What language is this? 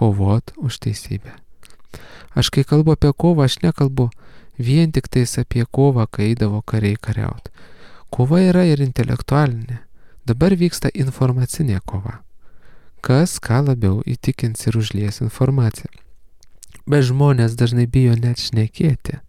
Lithuanian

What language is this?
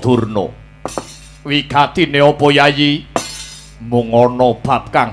Javanese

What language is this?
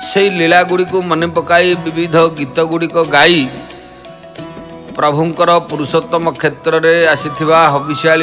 Odia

